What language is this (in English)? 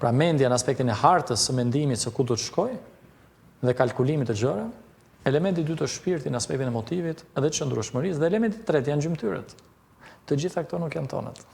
Albanian